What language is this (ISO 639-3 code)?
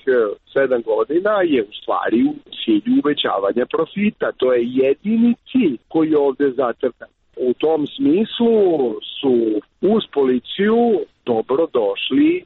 srp